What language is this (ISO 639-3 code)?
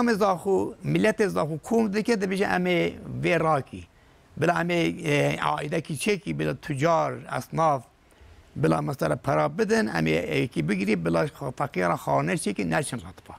kur